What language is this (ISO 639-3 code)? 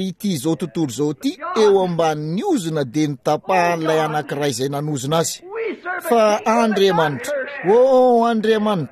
mlg